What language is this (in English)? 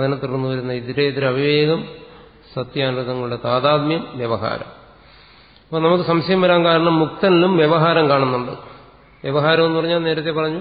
Malayalam